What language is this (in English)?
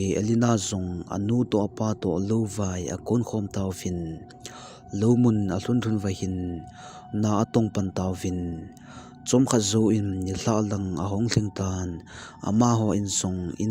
Thado Chin